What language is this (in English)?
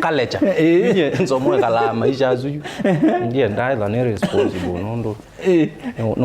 Kamba